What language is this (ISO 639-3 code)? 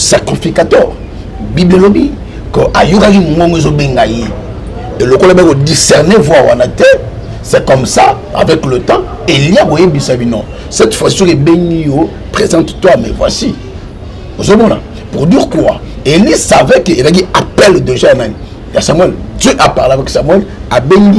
lin